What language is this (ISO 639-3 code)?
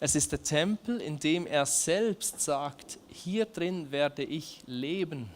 gsw